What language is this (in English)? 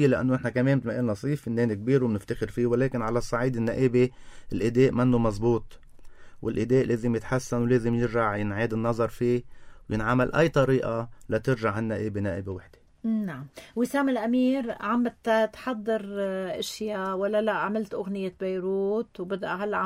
North Levantine Arabic